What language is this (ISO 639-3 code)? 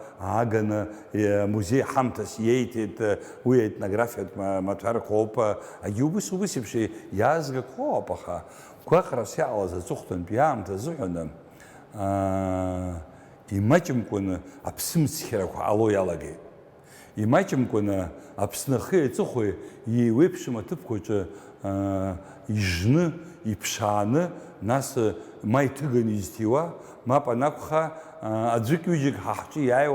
abk